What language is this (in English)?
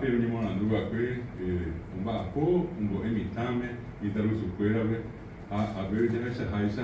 Guarani